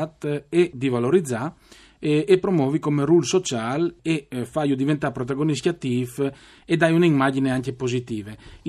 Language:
Friulian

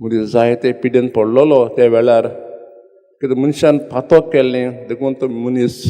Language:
Konkani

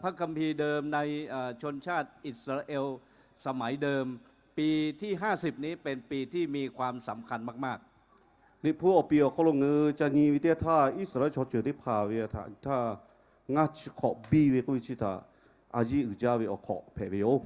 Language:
Lahu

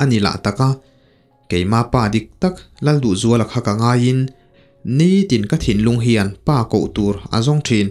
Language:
Mizo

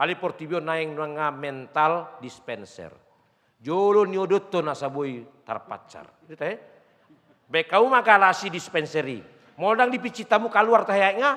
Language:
Batak Toba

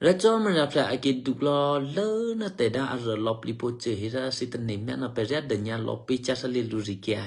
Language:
Eastern Kayah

